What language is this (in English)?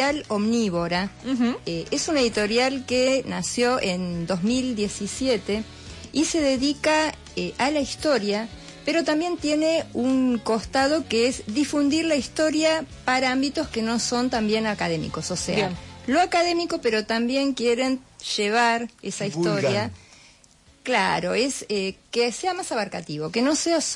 Spanish